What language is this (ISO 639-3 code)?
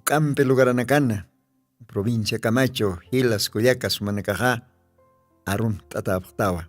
aym